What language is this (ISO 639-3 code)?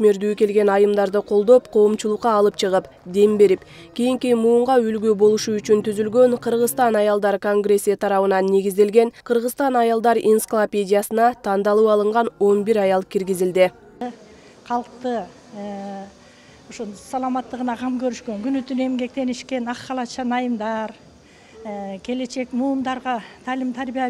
kir